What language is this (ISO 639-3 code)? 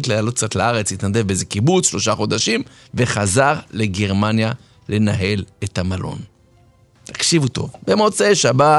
heb